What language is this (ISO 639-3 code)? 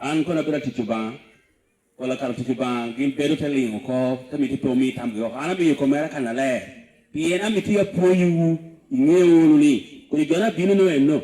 laj